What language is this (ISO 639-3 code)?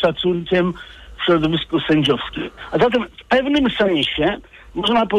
pol